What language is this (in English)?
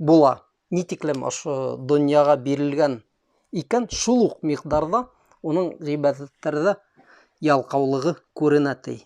Bashkir